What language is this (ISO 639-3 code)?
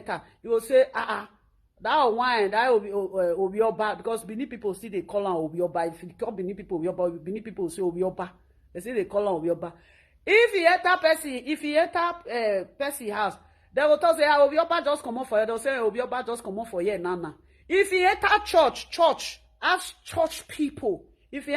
pcm